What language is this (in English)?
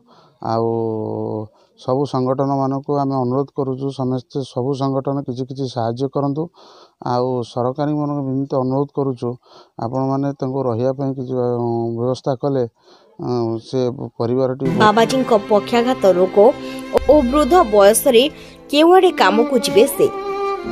Odia